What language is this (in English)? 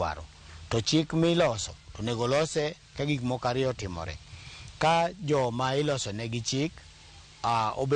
Luo (Kenya and Tanzania)